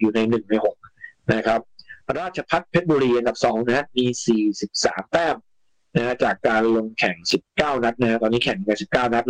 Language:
Thai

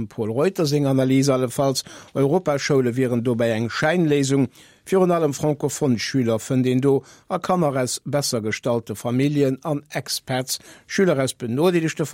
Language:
Luxembourgish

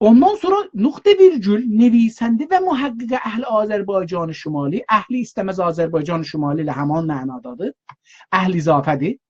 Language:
South Azerbaijani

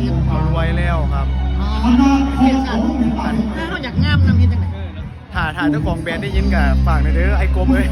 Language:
Northeastern Thai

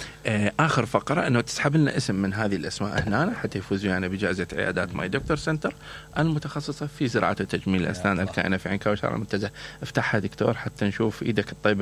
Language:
Mesopotamian Arabic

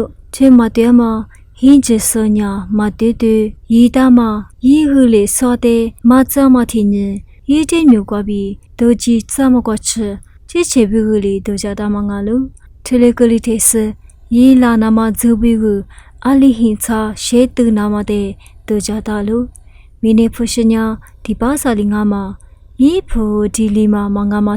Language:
Lisu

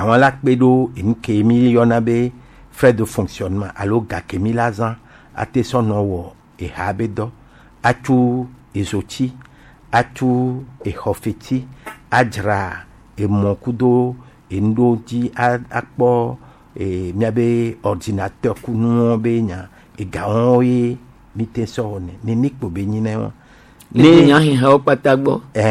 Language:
Gen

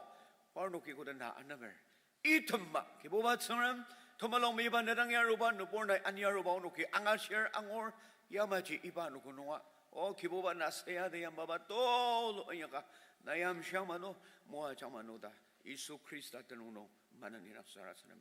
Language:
Ao Naga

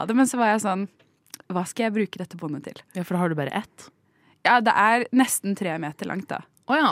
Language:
Norwegian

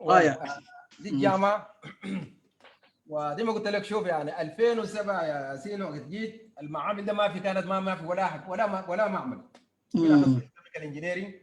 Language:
Sudanese Arabic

